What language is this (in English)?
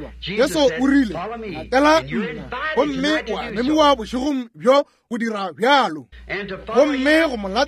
Northern Sotho